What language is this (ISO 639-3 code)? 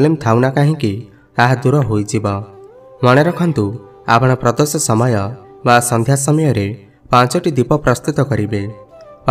ori